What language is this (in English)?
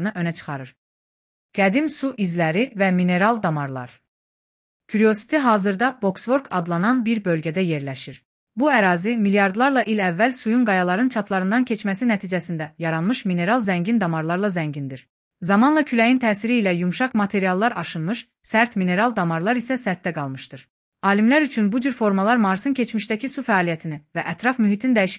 Azerbaijani